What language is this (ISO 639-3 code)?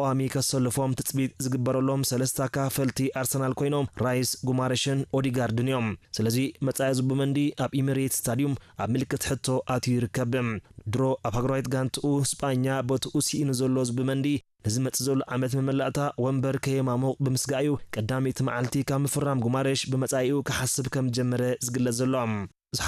tir